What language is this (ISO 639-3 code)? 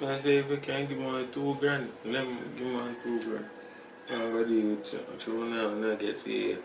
jam